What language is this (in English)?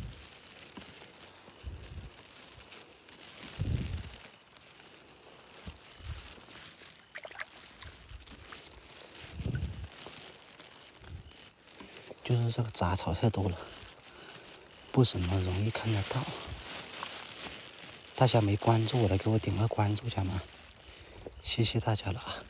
Chinese